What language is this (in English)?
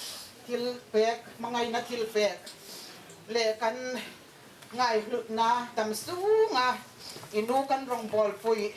Hmar